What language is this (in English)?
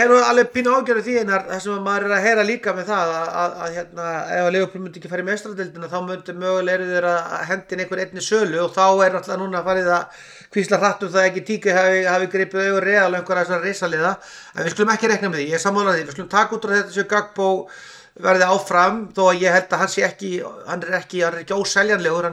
Icelandic